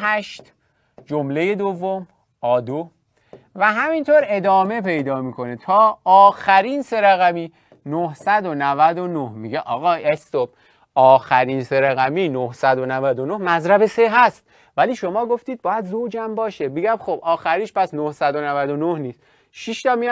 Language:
Persian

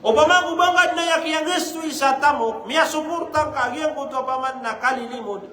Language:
Maranao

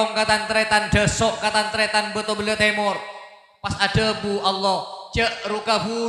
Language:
Madurese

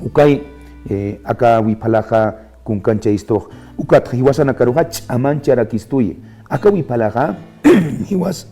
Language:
Aymara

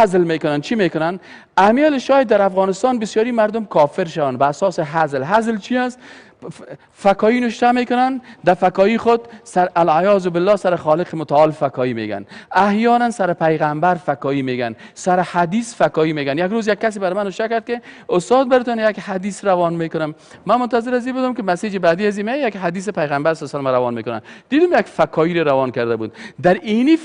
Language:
Persian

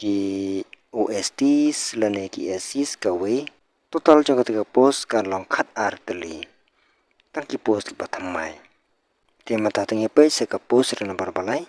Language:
Khasi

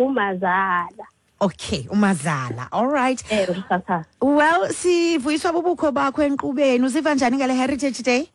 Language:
Xhosa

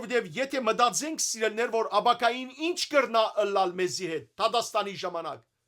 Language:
Western Armenian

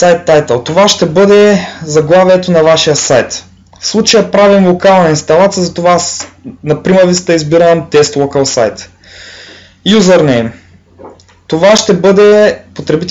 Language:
Bulgarian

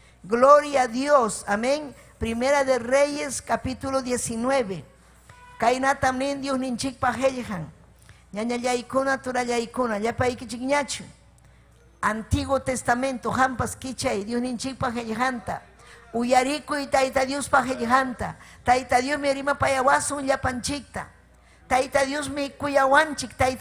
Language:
Ayacucho Quechua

